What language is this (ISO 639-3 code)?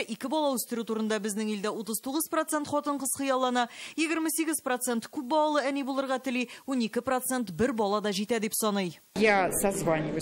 tat